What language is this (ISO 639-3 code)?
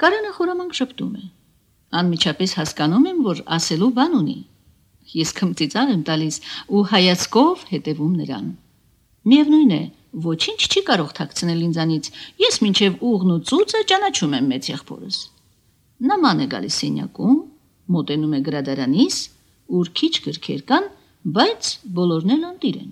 hye